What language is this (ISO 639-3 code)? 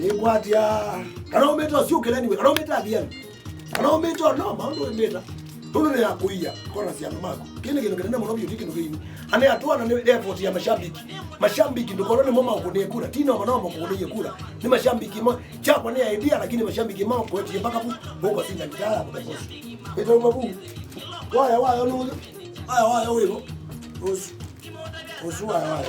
kam